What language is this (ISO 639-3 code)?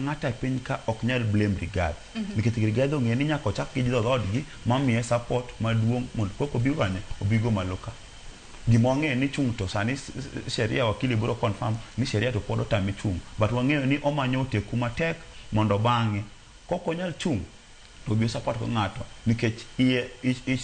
luo